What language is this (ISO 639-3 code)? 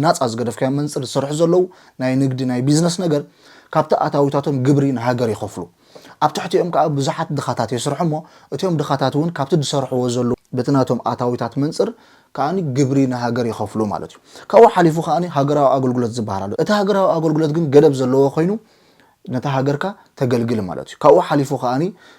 tir